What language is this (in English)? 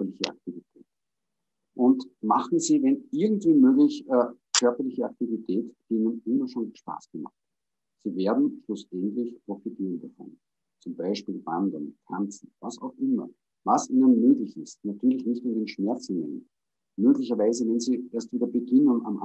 German